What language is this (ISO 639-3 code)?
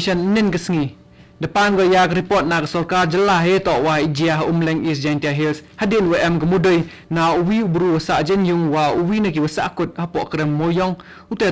kha